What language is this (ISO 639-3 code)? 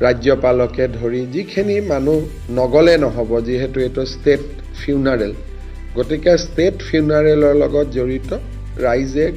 asm